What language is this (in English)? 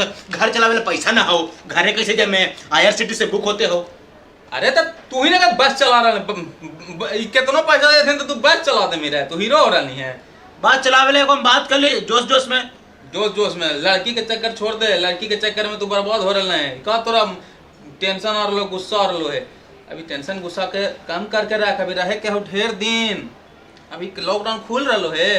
Magahi